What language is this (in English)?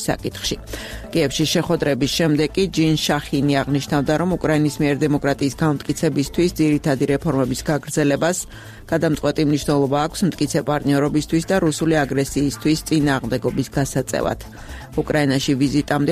Georgian